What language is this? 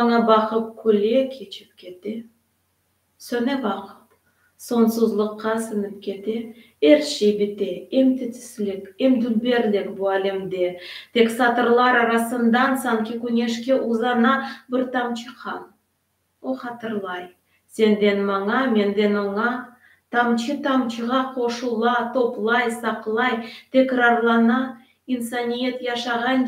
Crimean Tatar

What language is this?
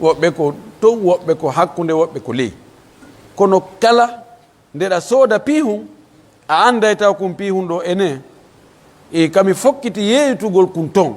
Pular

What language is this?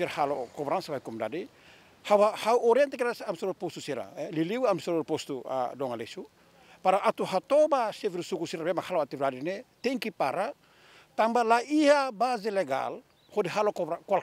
Tetum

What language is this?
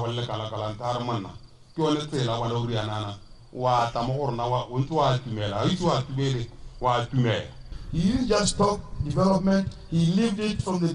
Tswana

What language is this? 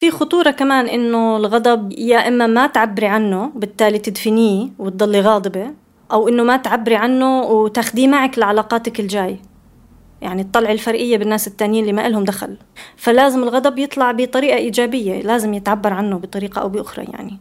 North Levantine Arabic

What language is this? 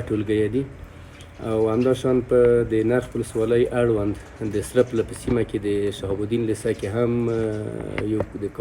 Pashto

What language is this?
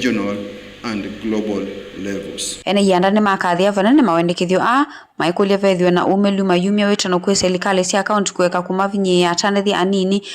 Kamba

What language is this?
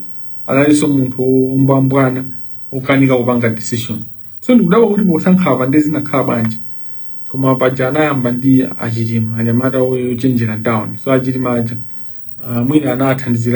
Nyanja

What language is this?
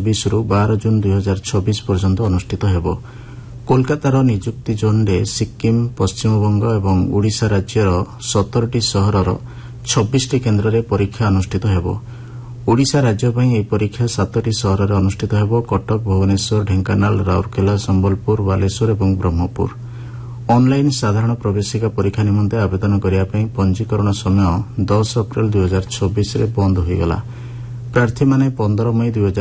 Odia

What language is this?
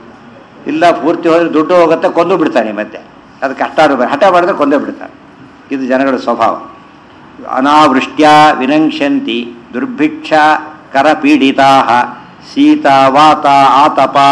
Kannada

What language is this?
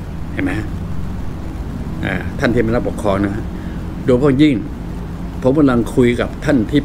Thai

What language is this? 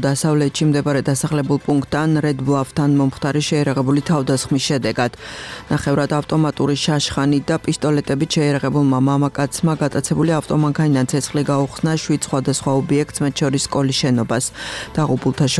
Georgian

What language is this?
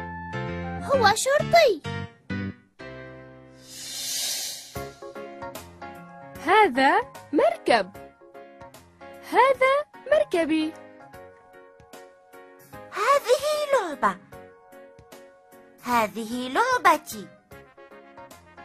Arabic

